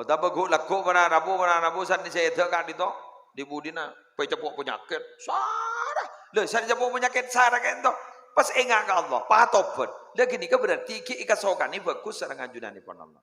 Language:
Madurese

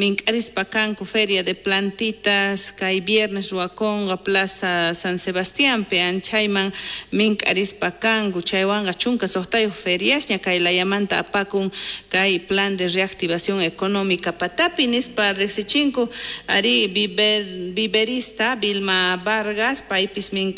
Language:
South Bolivian Quechua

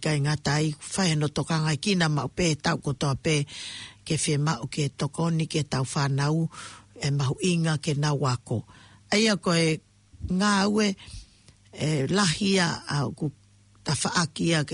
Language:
Tongan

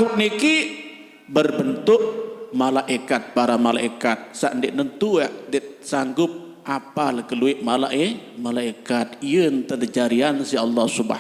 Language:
Sasak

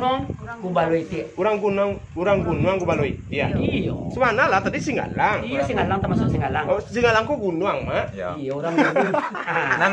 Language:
Minangkabau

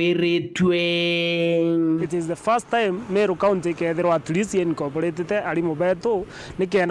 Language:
Meru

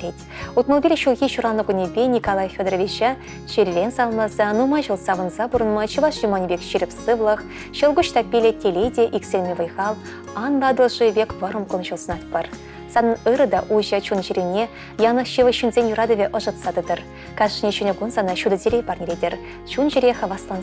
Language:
Chuvash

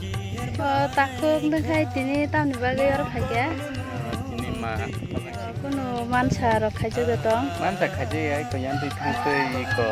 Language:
Kok Borok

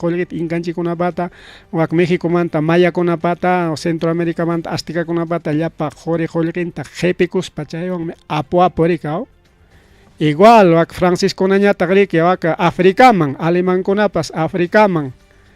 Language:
Ayacucho Quechua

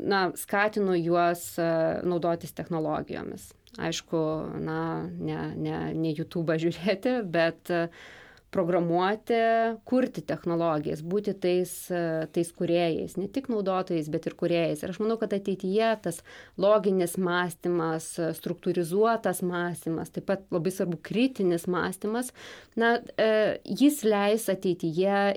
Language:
Lithuanian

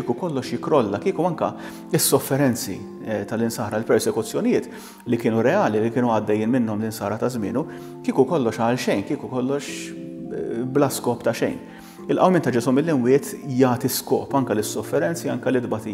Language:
Maltese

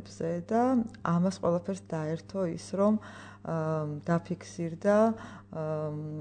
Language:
Georgian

